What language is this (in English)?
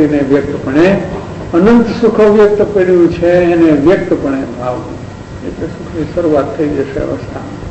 Gujarati